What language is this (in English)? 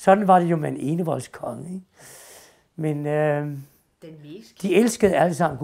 Danish